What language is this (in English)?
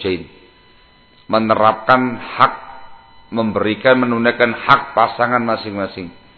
Indonesian